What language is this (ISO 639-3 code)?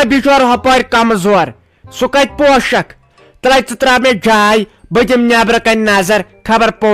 kas